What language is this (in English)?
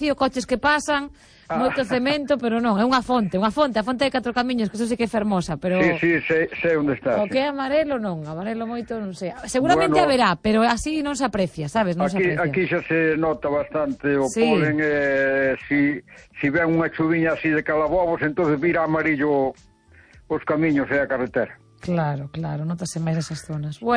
Galician